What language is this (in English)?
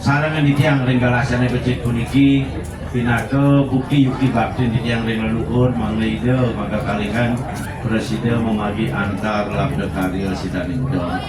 Balinese